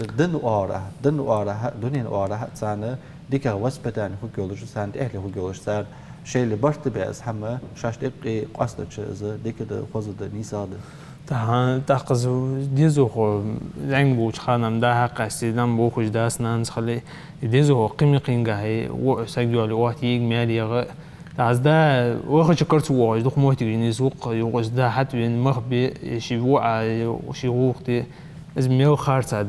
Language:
Ingush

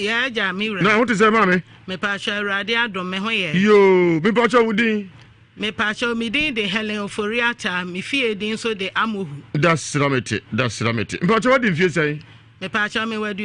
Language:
Akan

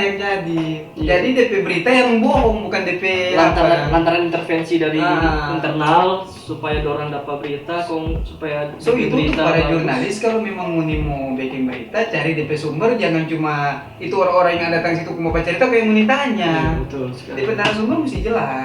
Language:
Manado Malay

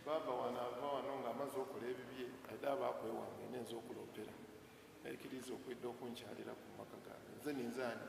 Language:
Soga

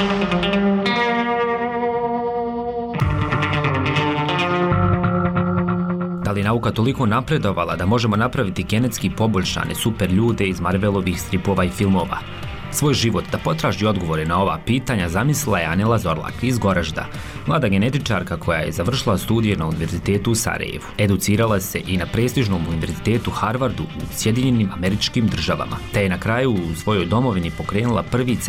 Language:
Bosnian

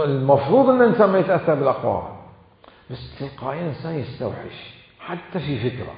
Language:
Mesopotamian Arabic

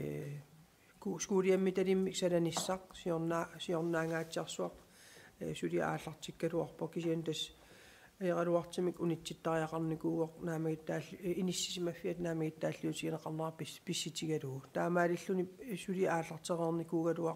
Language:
Kalaallisut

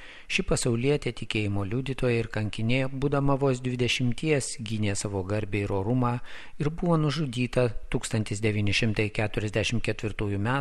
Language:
Lithuanian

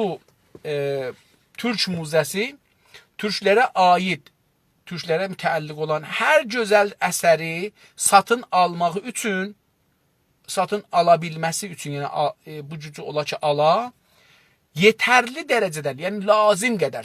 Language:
South Azerbaijani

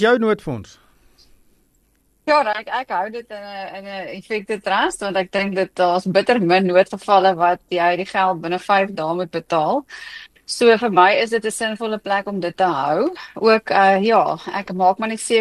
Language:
Afrikaans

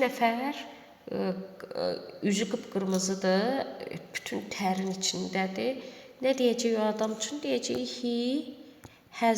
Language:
Azerbaijani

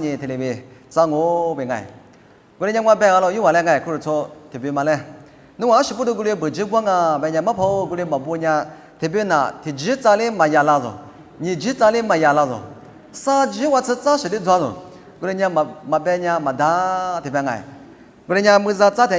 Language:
Lisu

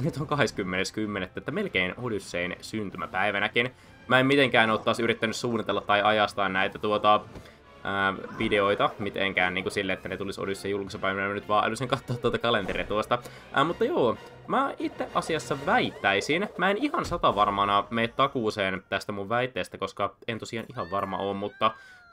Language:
Finnish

